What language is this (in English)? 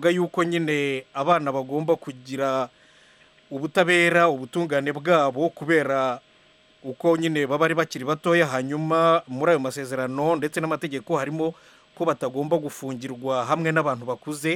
Kinyarwanda